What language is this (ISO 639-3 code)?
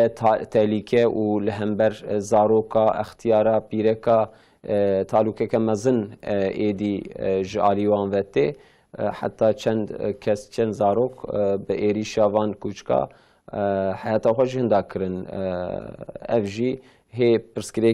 kur